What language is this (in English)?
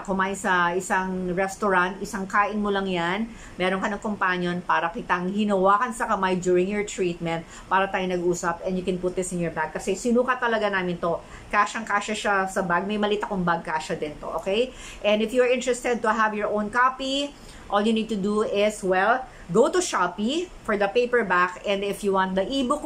Filipino